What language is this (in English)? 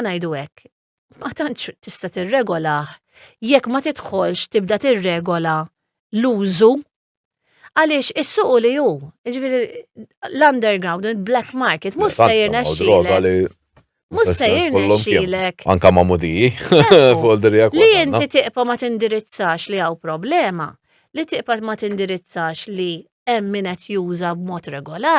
Maltese